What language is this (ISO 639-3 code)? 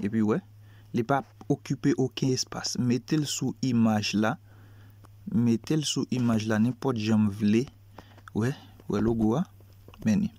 hat